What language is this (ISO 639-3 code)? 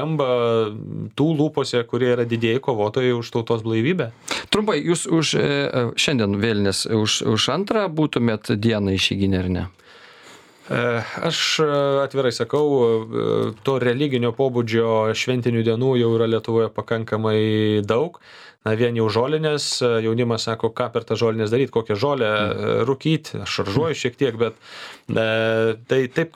lit